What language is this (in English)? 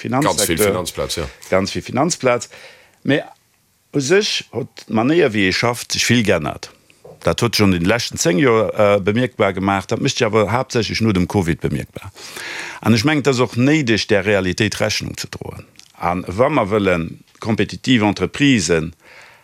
Luxembourgish